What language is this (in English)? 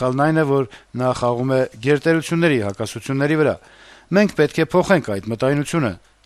Armenian